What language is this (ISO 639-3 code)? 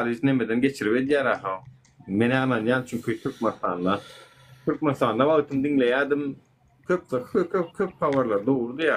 tuk